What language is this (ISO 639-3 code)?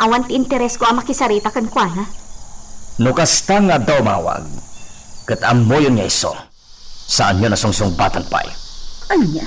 ilo